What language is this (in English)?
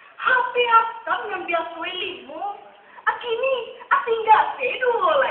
Minangkabau